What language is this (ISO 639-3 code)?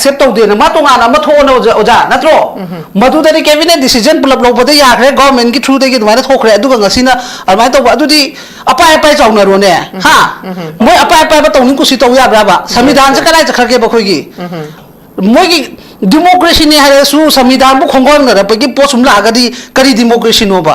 mni